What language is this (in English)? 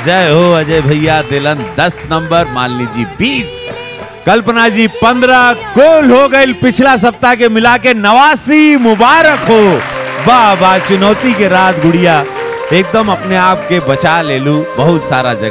Bhojpuri